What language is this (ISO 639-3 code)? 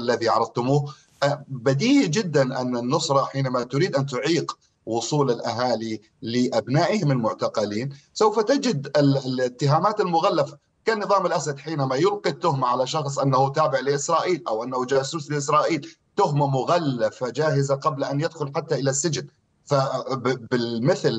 ara